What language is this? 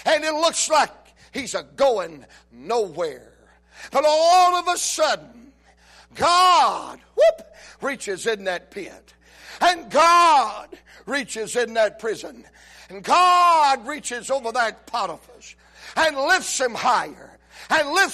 English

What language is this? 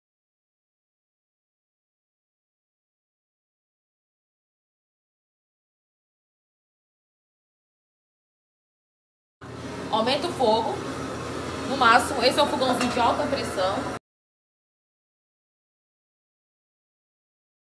Portuguese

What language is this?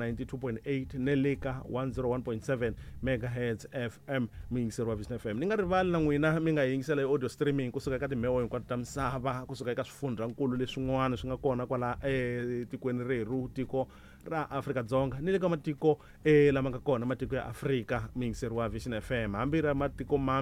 Tsonga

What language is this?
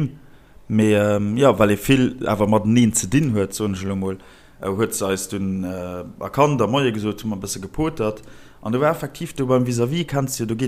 Luxembourgish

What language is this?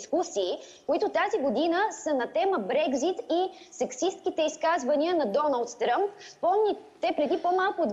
Bulgarian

